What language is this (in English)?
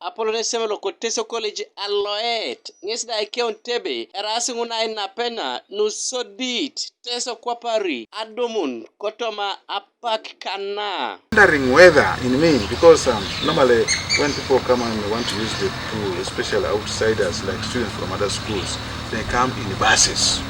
Teso